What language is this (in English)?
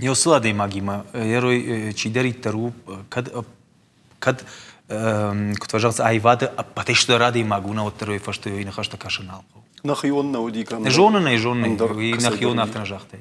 Ossetic